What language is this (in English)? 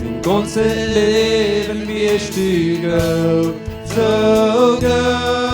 Plautdietsch